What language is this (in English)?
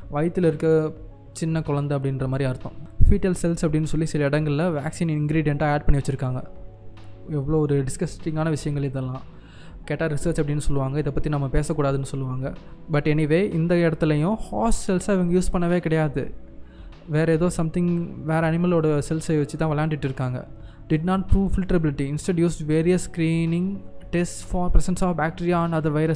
Tamil